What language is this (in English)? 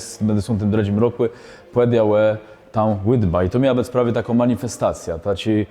Kashubian